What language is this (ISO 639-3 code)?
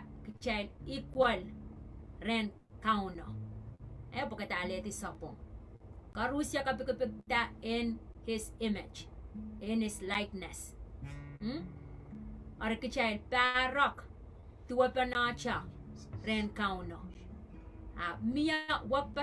pon